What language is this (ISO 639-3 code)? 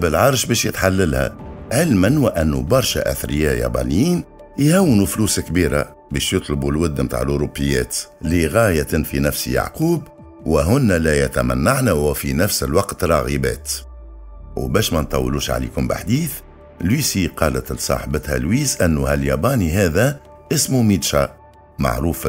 aeb